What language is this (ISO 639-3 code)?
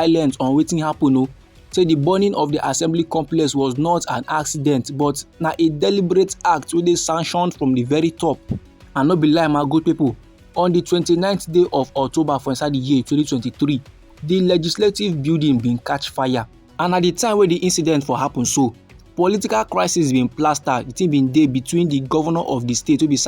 pcm